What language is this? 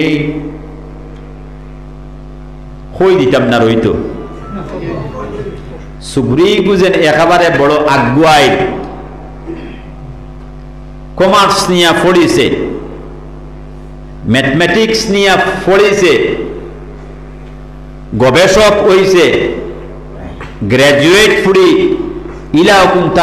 Sylheti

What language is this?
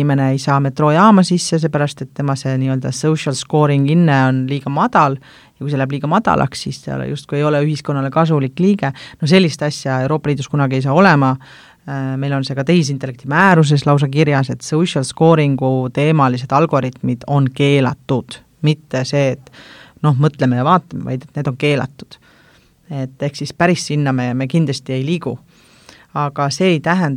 Estonian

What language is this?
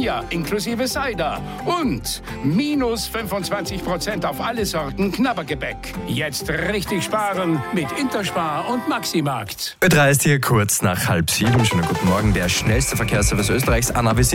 German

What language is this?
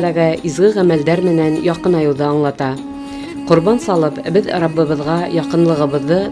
Bashkir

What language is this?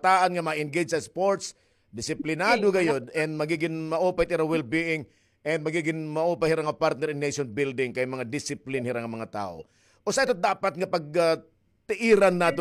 Waray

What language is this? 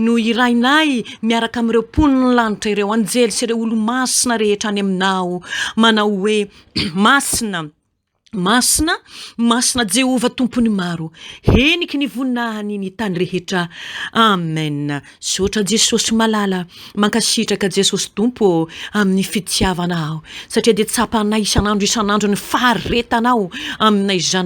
Malagasy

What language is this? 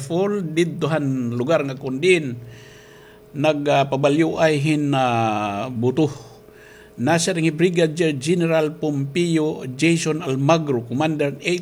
Waray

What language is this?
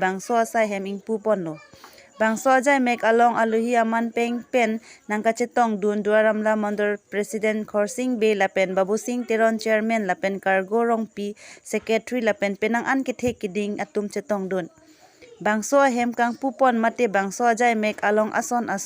Karbi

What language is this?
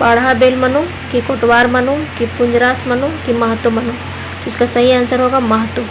Kurukh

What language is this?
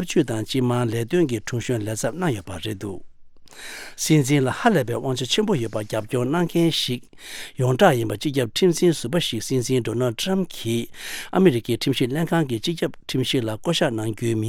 Tibetan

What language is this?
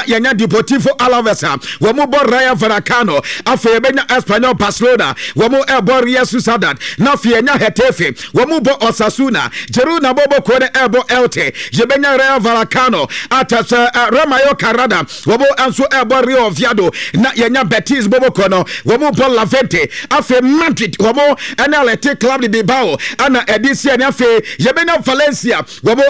Akan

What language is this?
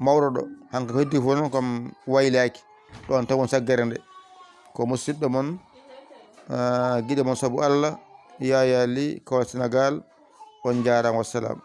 Fula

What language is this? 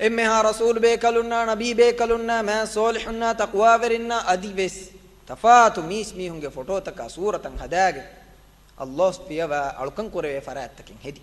Divehi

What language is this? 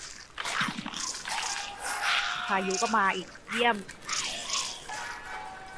Thai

